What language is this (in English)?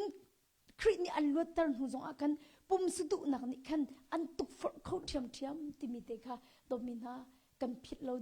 Hakha Chin